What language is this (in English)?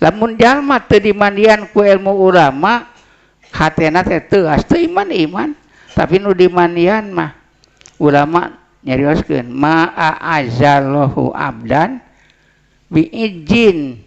Sundanese